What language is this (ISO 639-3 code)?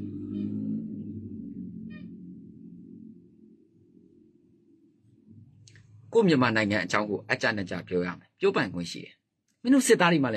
mya